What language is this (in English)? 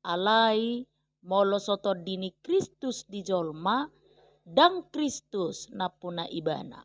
Batak Toba